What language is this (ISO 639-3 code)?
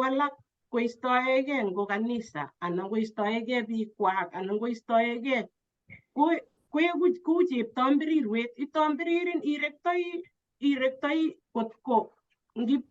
kln